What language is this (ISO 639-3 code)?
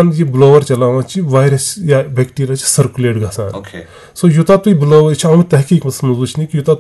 kas